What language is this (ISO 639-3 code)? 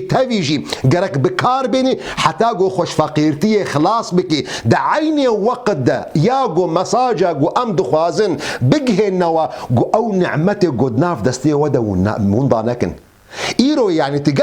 kur